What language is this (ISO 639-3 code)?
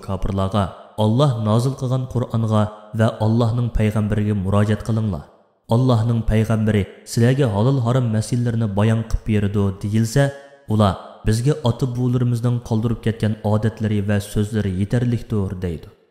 uig